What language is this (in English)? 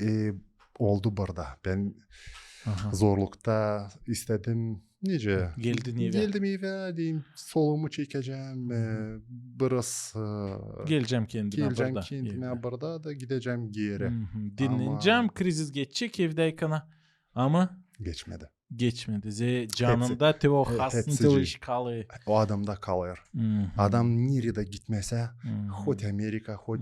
Gagauz